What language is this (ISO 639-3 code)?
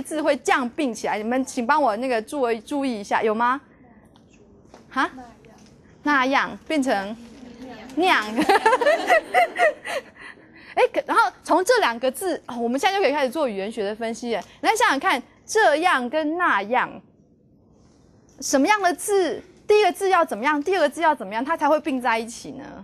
zho